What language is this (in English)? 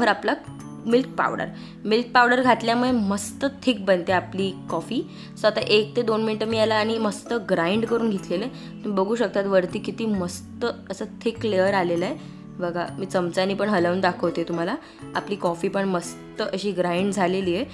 Marathi